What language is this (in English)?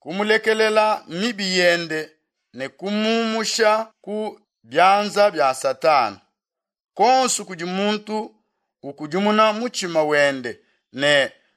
Luba-Lulua